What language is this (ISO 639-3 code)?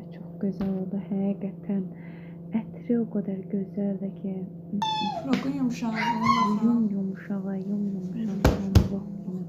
aze